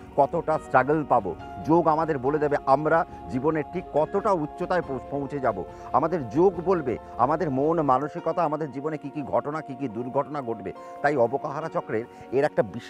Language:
Bangla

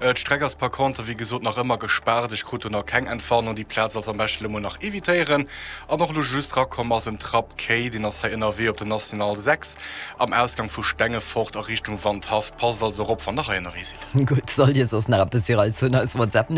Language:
Luxembourgish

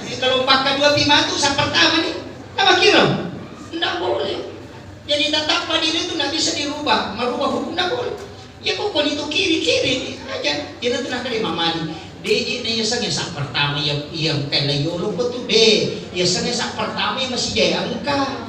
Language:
Buginese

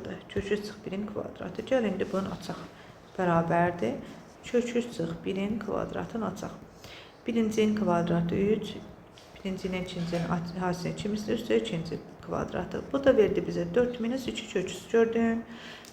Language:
Azerbaijani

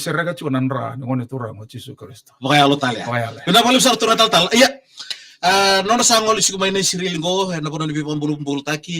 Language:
Fijian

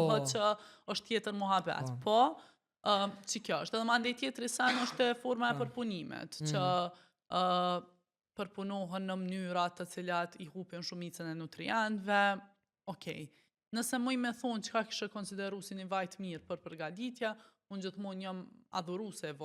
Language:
Albanian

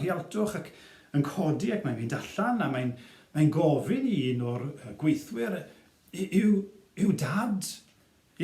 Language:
Welsh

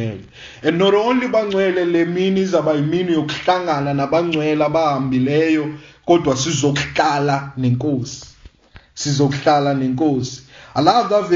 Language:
Xhosa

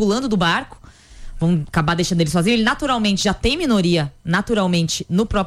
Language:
Portuguese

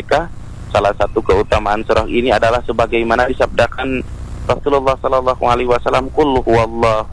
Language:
Indonesian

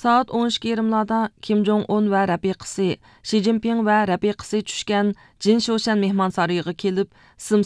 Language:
Uyghur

